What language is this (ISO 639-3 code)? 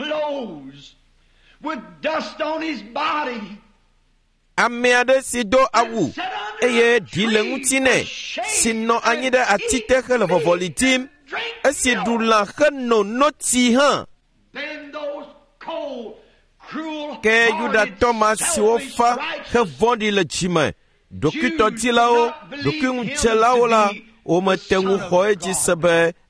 ewe